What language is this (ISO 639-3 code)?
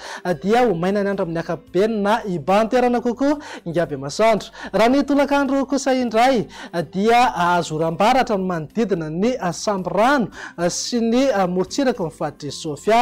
mlg